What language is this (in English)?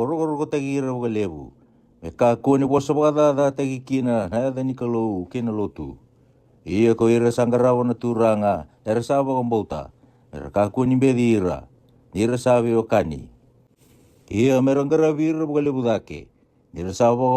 Fijian